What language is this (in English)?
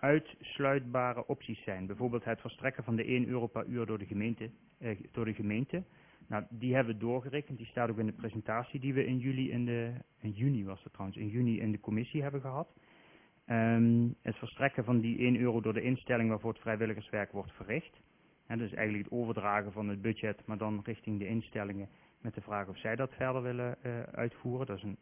Dutch